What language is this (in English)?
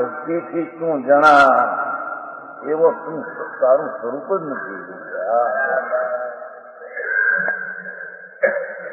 Gujarati